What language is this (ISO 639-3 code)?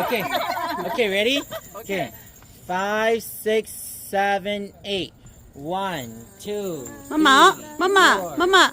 hmn